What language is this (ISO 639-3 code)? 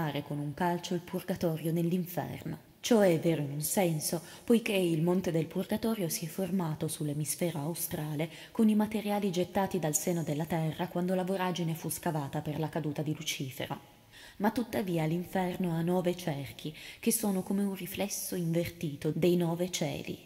ita